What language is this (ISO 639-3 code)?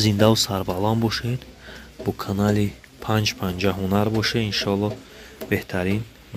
tgk